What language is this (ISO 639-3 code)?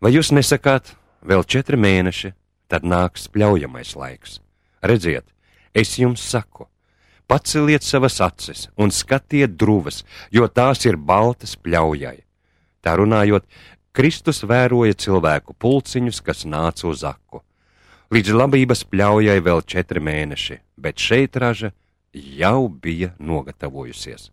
lav